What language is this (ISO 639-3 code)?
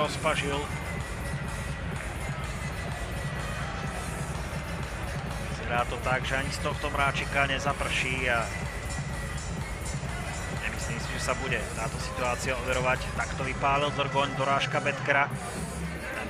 slk